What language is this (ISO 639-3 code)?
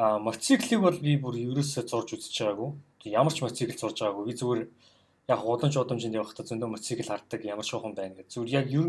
mon